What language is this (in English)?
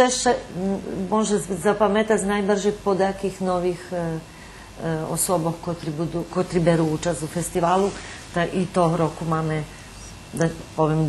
Rusyn